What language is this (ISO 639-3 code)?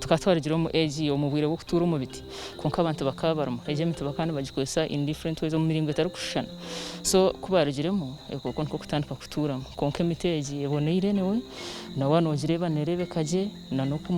nyn